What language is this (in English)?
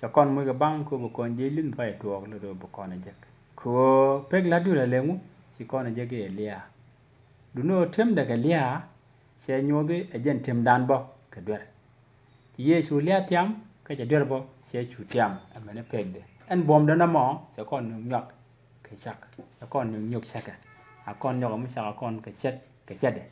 Nuer